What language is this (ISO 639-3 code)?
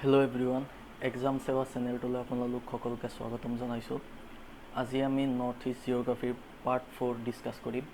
asm